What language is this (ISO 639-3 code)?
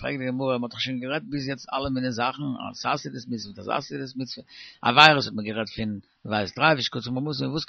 yid